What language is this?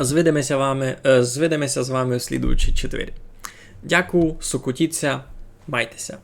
Rusyn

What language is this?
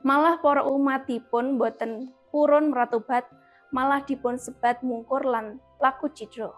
Javanese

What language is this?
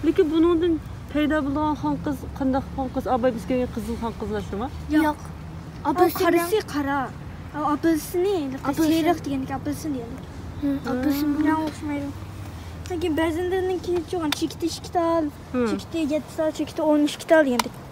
Uyghur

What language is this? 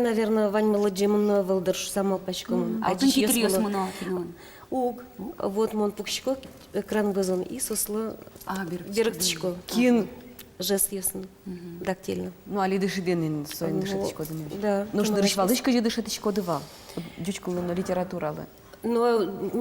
Udmurt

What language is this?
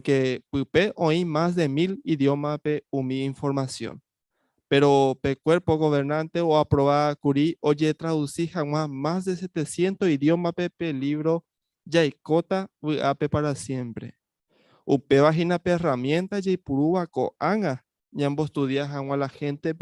Guarani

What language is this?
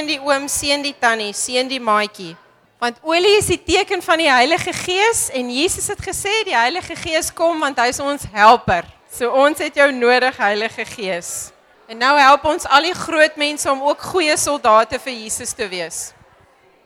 Afrikaans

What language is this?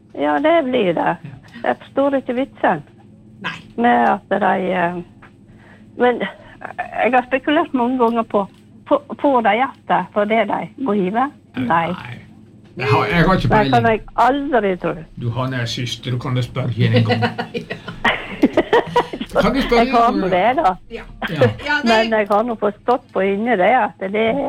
Norwegian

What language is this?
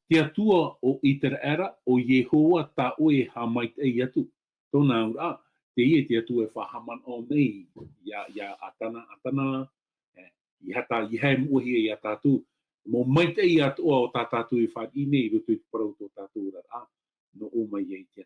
Tahitian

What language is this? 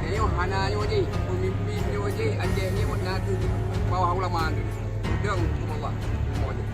Achinese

